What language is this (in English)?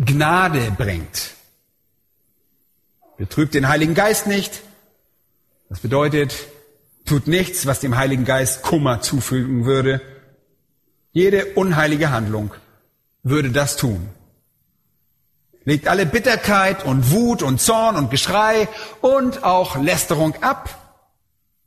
German